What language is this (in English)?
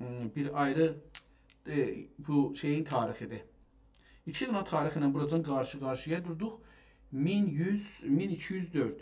South Azerbaijani